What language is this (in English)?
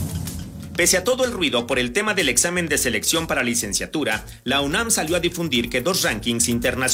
Spanish